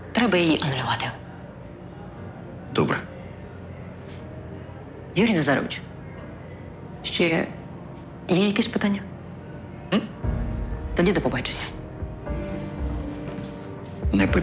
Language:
Ukrainian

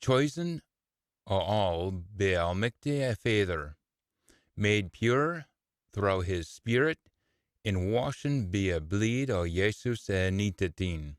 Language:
Scots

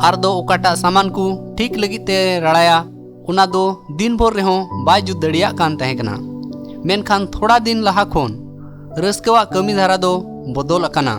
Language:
Santali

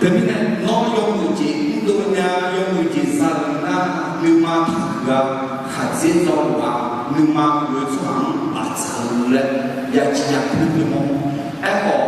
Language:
Akha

